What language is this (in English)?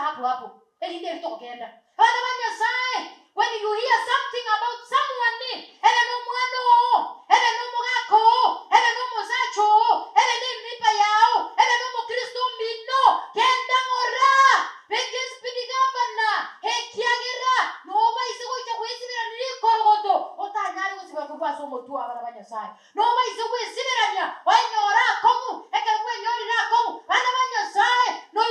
Gusii